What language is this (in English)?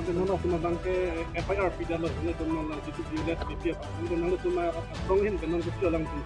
Karbi